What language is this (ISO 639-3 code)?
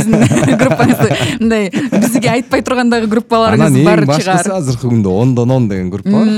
kir